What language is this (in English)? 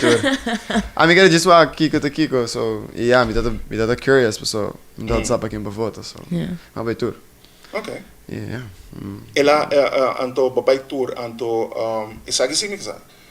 Papiamento